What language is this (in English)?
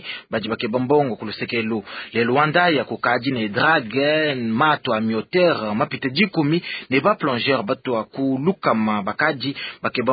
Luba-Lulua